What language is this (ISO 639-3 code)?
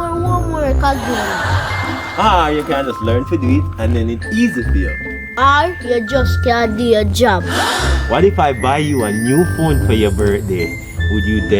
jam